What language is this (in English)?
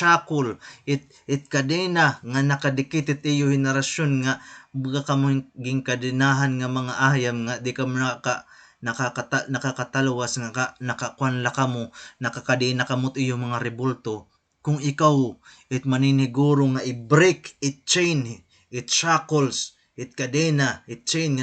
Waray